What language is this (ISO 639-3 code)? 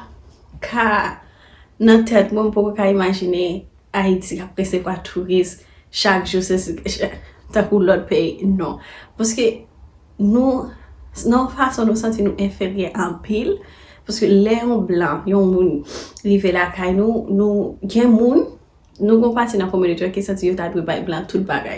hat